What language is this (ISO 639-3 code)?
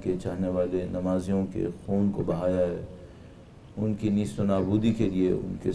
urd